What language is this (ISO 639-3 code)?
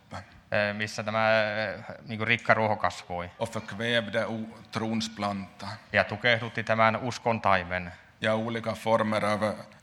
fin